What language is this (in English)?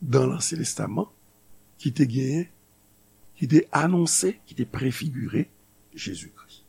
Haitian Creole